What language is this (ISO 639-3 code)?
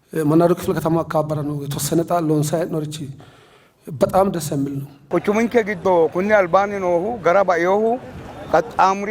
sid